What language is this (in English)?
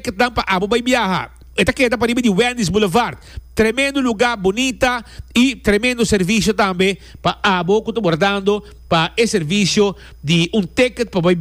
Papiamento